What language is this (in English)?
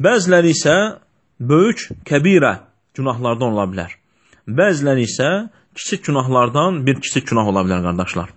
Azerbaijani